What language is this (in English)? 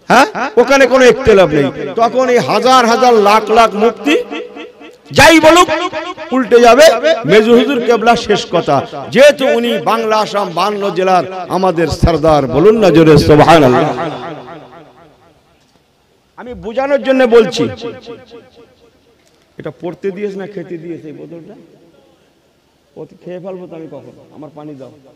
Bangla